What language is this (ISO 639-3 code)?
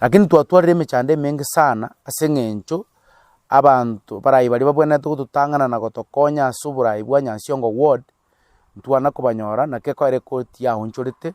guz